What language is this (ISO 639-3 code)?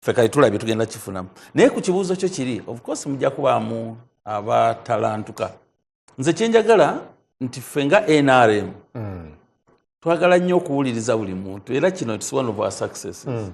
lug